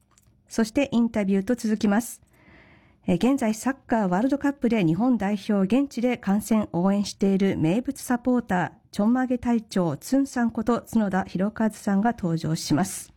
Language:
Japanese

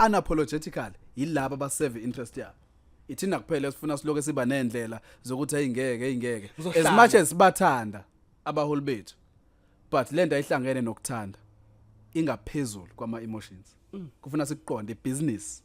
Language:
Zulu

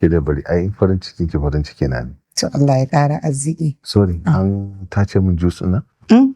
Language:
Hausa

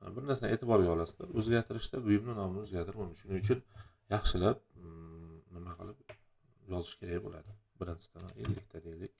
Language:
Uzbek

